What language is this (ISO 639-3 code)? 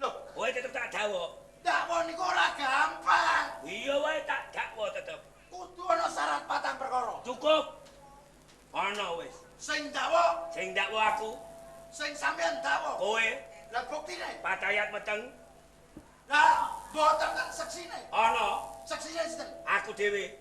jav